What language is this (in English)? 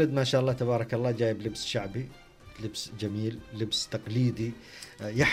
Najdi Arabic